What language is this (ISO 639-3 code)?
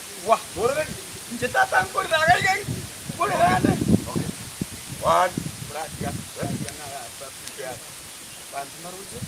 guz